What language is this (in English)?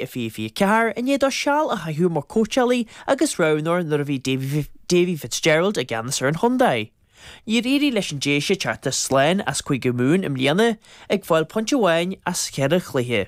Irish